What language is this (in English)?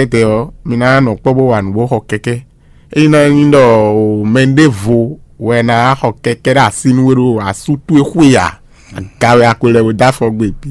Fon